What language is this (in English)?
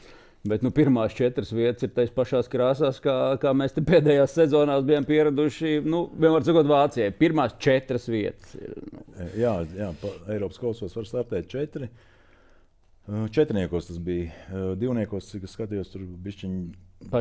Latvian